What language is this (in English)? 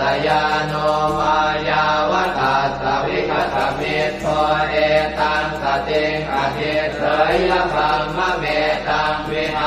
Pali